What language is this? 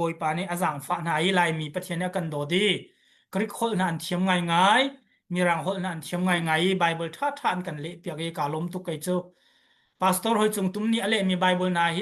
Hakha Chin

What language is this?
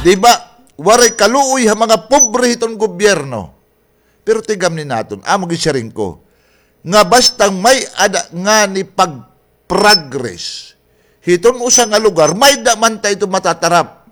Waray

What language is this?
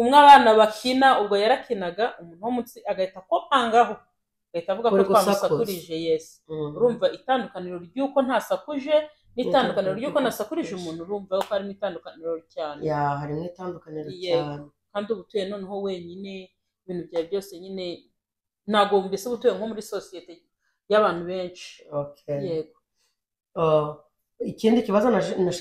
Kinyarwanda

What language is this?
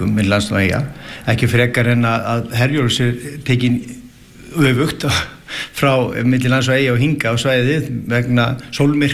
Icelandic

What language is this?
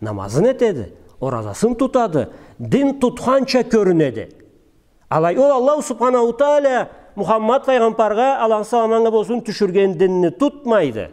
Karachay-Balkar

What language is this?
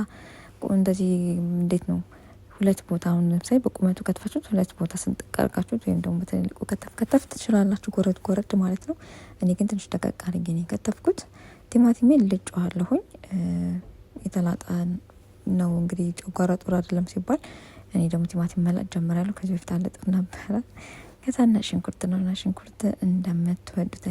Amharic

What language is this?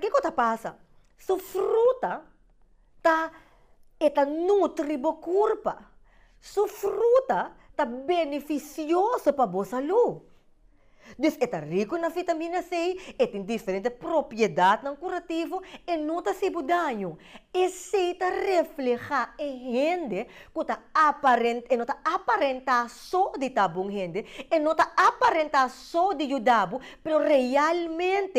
Papiamento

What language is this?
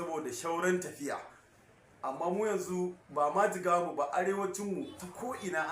Hausa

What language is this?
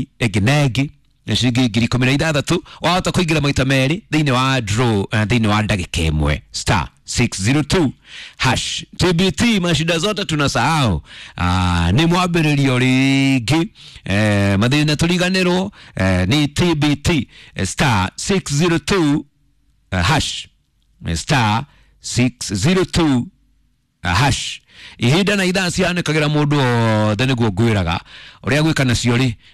Kikuyu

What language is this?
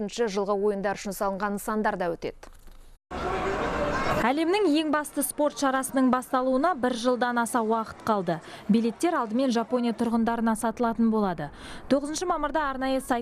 Kazakh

